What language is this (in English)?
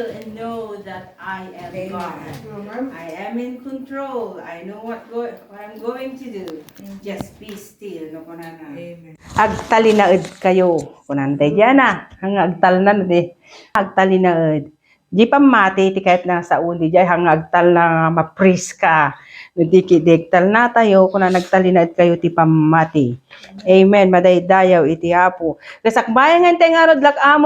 Iloko